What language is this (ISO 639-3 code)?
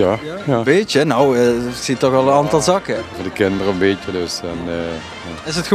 lim